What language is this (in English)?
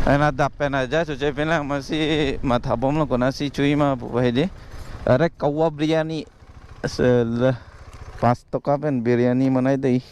Karbi